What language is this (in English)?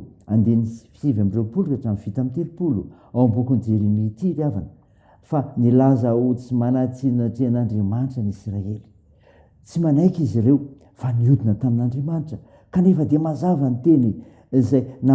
Malagasy